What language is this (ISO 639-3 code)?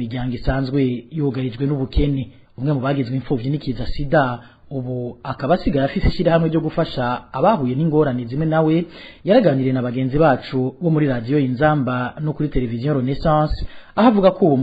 run